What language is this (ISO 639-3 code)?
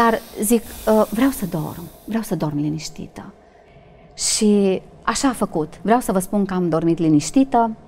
ron